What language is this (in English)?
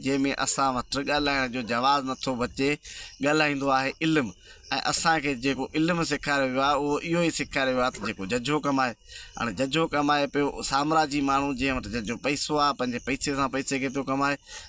Sindhi